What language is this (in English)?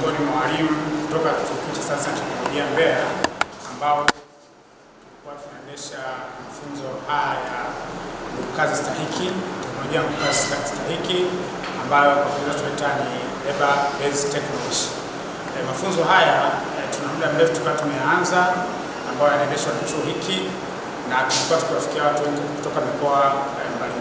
Swahili